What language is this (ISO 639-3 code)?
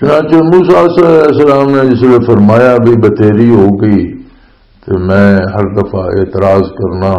lah